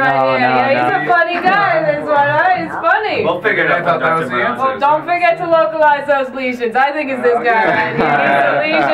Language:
English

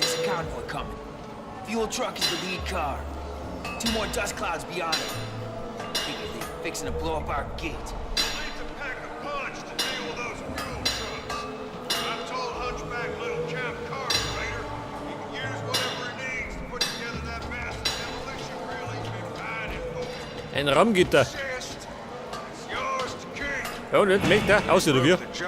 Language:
Bavarian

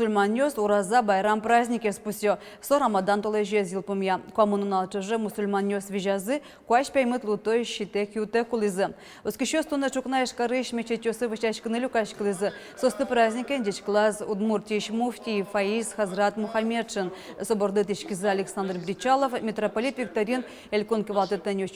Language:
Udmurt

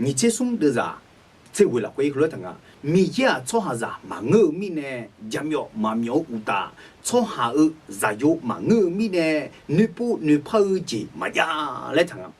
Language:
Akha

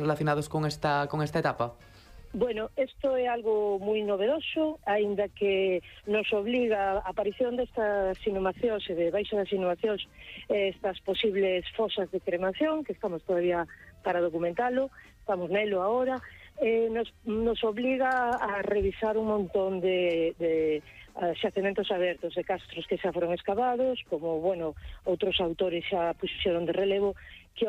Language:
Galician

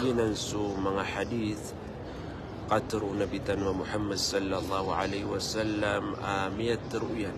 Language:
Maranao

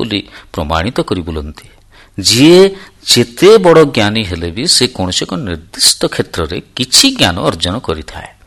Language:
Odia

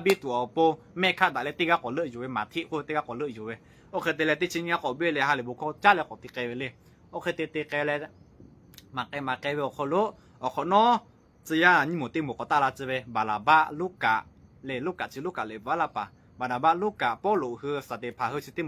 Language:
Lahu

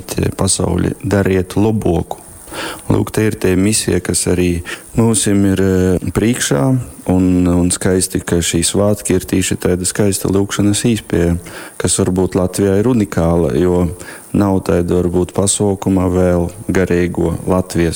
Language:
Latgalian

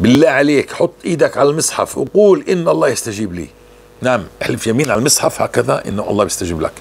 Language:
North Levantine Arabic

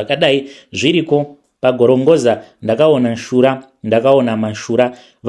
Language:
Shona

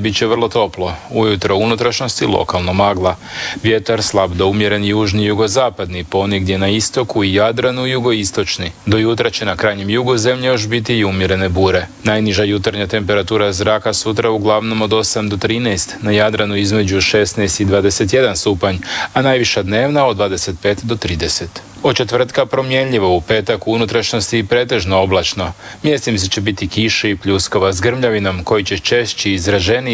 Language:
Croatian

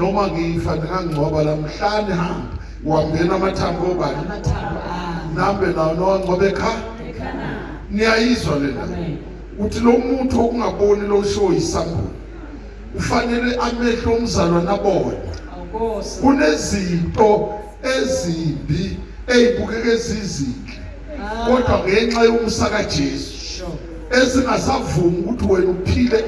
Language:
Zulu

